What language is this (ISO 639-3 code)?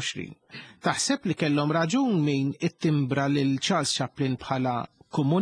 mlt